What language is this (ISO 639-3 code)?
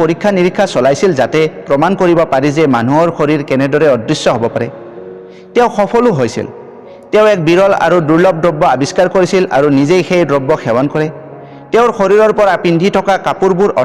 asm